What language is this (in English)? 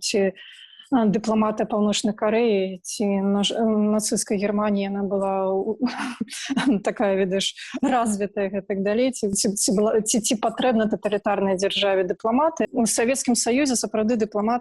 Belarusian